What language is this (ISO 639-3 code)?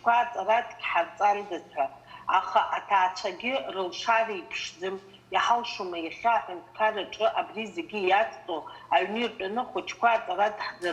abk